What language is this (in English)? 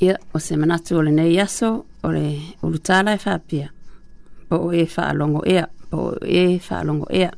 Samoan